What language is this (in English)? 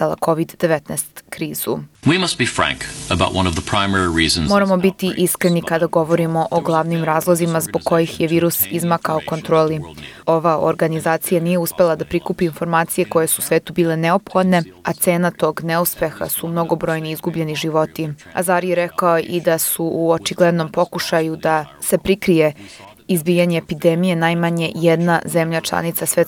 Serbian